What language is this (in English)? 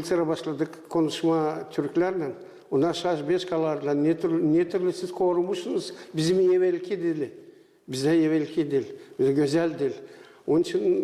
Gagauz